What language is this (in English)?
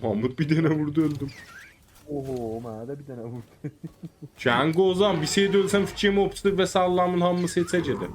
South Azerbaijani